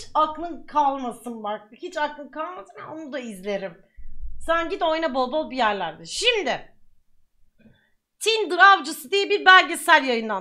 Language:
Turkish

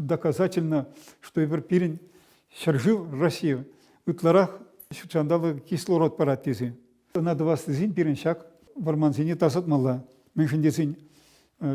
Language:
Chuvash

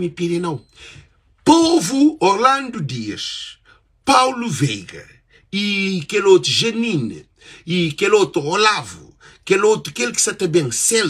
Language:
Kabuverdianu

